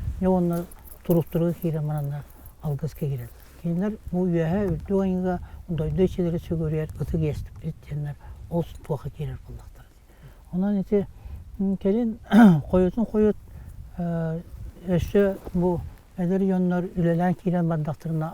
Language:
Yakut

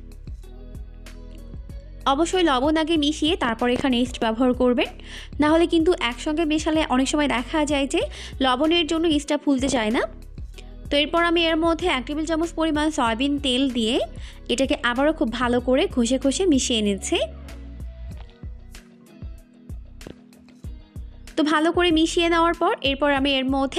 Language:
Bangla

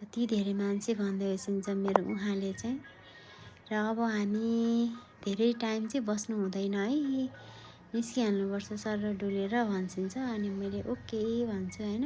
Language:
Nepali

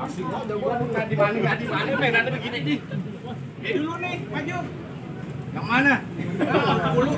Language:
Betawi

